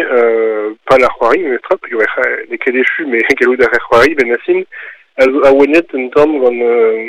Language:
Breton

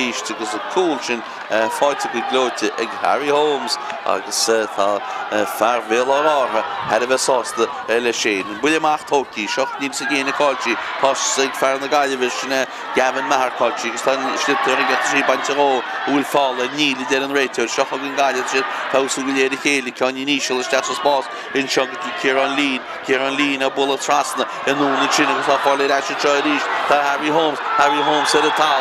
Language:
Irish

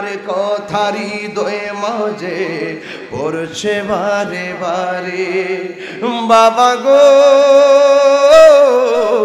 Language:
Bangla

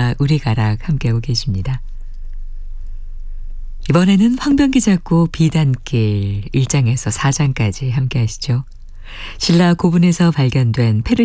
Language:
Korean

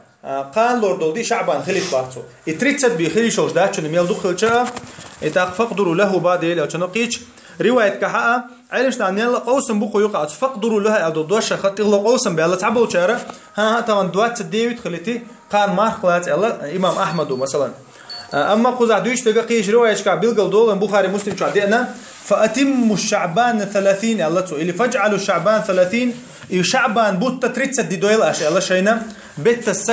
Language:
Chechen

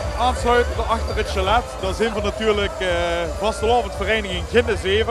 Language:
Limburgish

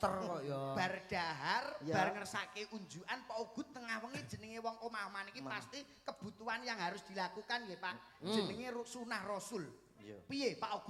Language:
Javanese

